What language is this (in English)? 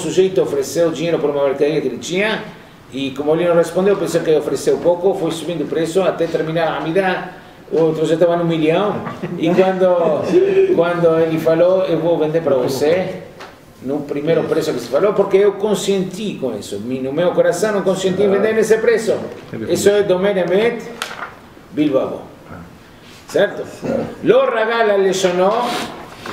Portuguese